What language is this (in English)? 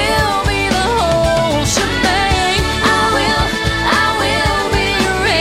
English